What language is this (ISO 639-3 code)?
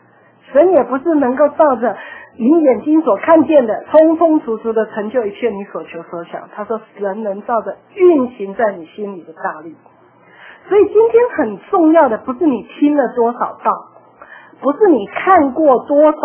zho